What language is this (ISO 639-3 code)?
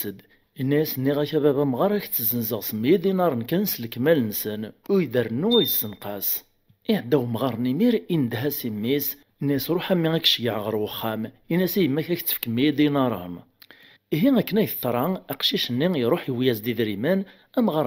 kab